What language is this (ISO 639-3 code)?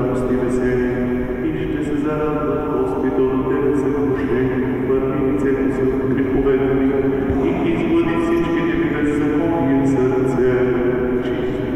bul